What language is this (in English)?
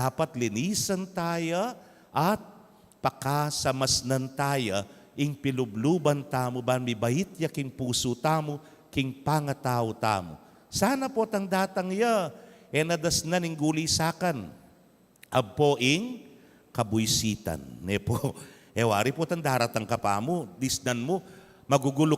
Pampanga